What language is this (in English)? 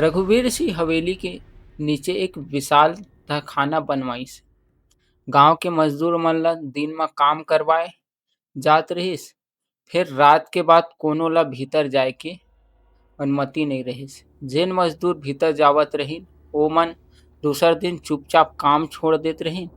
Chhattisgarhi